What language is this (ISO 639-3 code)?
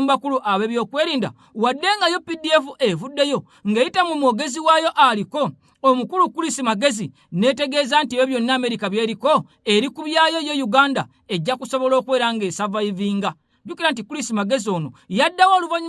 lug